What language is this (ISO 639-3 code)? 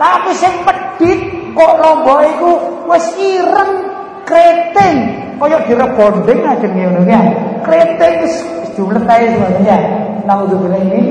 jav